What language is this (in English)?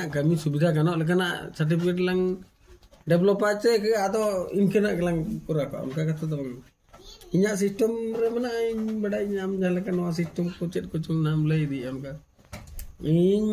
Santali